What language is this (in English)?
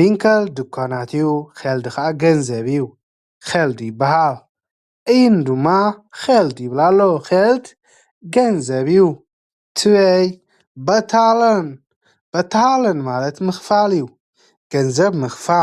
Tigrinya